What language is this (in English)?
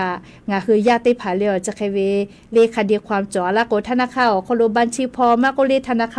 Lahu